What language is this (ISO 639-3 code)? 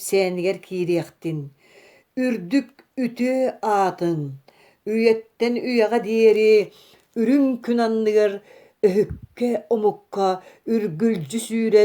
sah